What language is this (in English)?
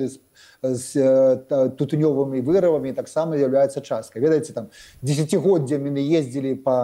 Belarusian